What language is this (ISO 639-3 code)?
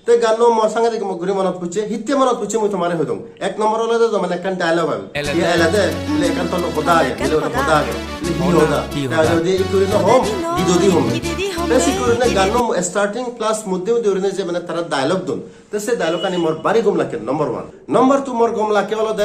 ccp